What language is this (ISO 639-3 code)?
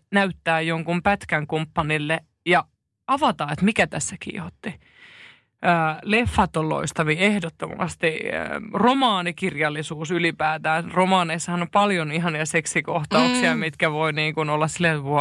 fin